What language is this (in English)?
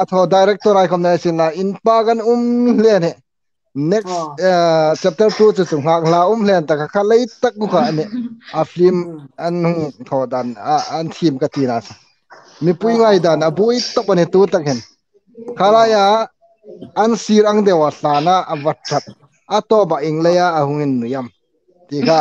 Hmar